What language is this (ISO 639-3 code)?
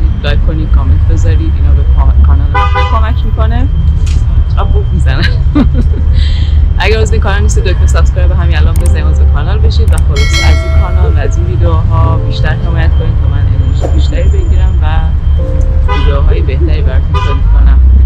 fas